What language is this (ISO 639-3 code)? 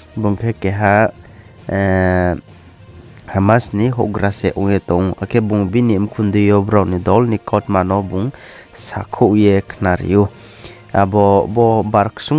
ria